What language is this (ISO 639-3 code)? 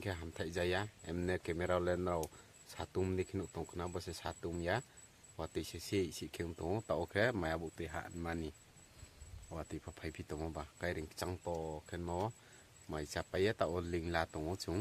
ria